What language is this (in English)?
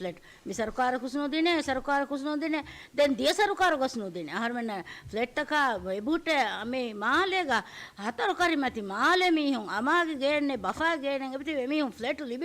Divehi